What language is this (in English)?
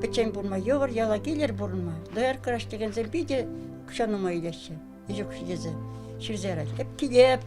Chuvash